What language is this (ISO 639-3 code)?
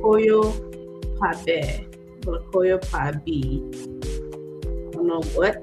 ach